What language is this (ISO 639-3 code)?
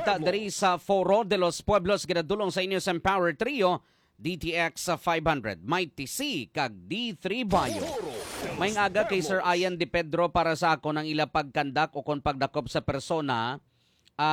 hil